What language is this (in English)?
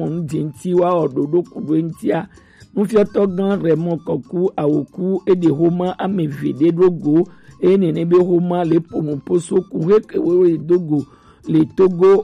Gen